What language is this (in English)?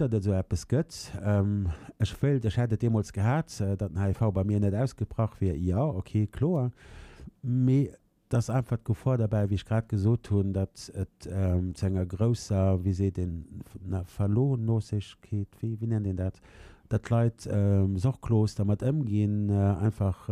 Luxembourgish